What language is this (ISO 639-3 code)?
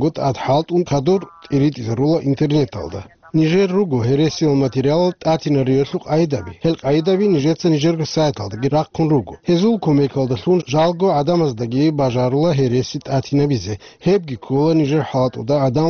ava